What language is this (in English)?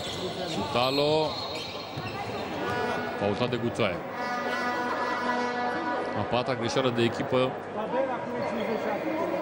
Romanian